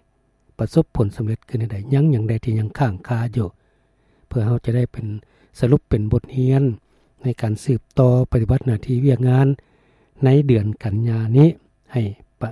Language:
Lao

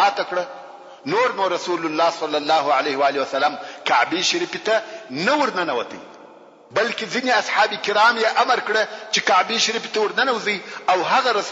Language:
Pashto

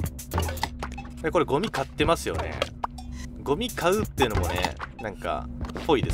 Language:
Japanese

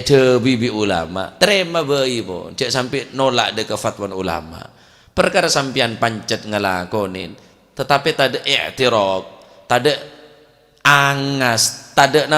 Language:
Madurese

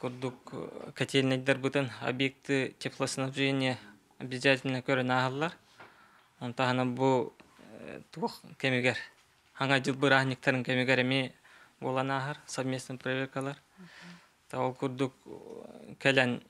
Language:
Bashkir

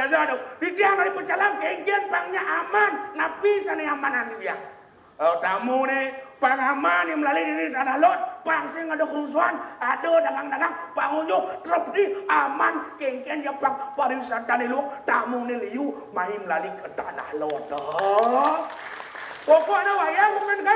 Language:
Balinese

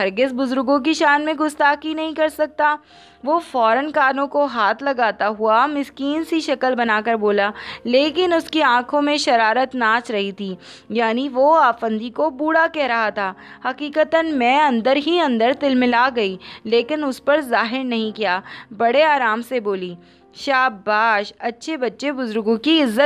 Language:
Urdu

